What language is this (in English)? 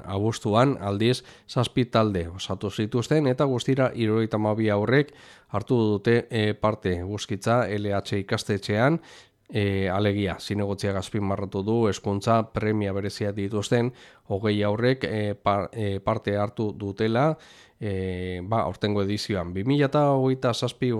Basque